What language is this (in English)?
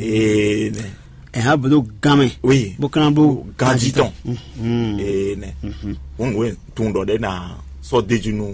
Fon